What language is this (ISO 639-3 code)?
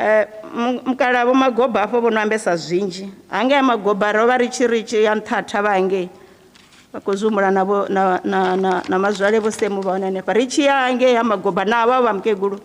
ven